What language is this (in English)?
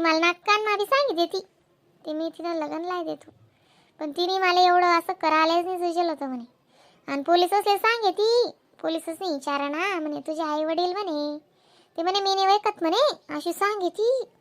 Khandesi